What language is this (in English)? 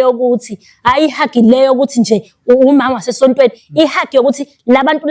Zulu